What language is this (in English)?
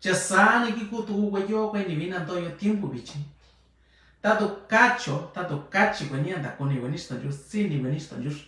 Mixtepec Mixtec